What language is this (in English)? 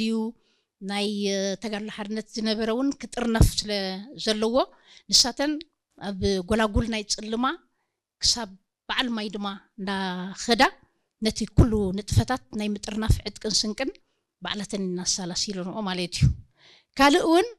Tigrinya